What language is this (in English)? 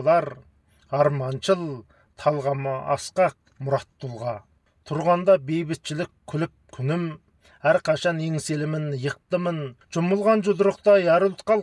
Kazakh